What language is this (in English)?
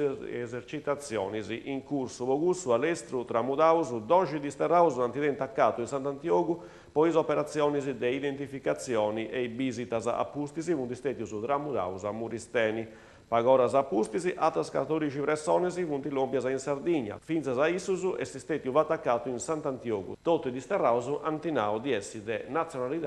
Sardinian